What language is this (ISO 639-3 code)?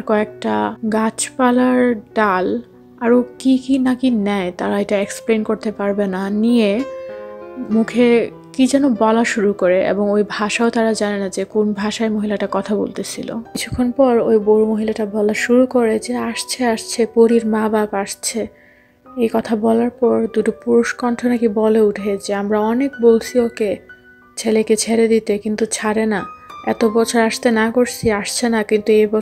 ben